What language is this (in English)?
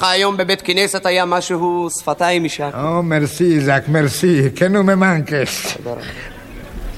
Hebrew